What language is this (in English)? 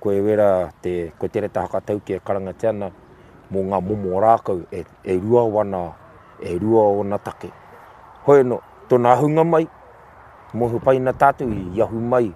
Māori